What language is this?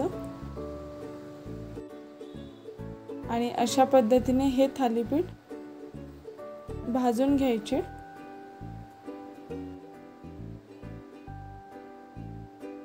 Marathi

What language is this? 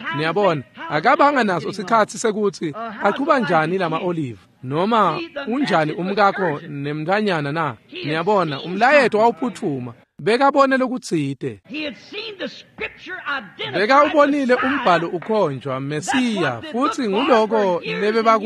Swati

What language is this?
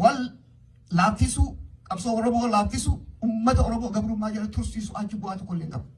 Oromo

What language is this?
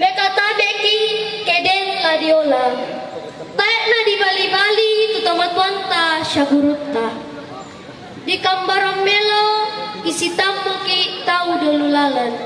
Toraja-Sa'dan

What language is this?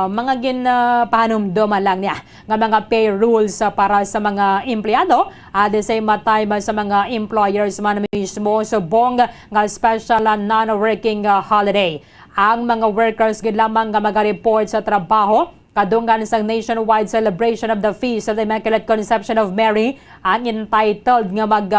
Hiligaynon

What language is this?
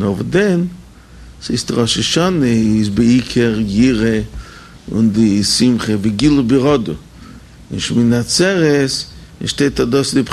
Yiddish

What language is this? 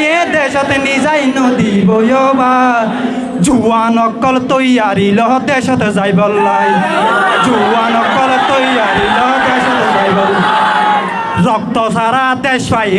Rohingya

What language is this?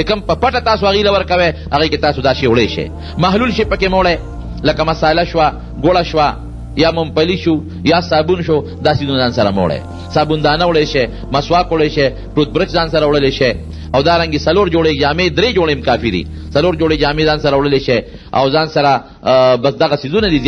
Pashto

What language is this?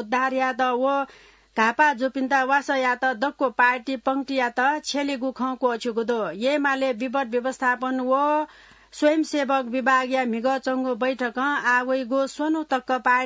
Newari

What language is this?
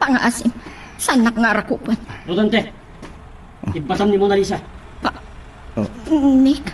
Iloko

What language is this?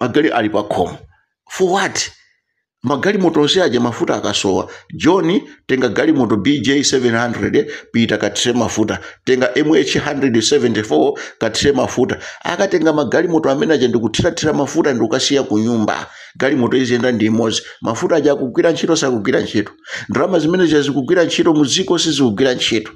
Nyanja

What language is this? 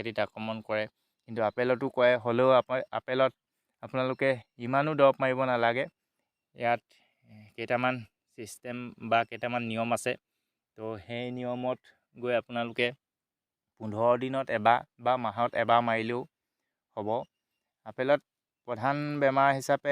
Assamese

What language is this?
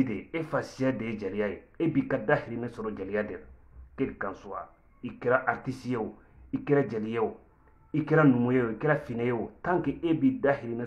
Bambara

